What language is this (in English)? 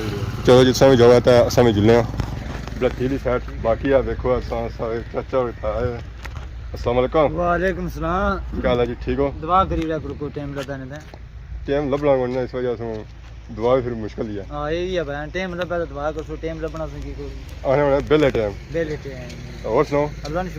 Pahari-Potwari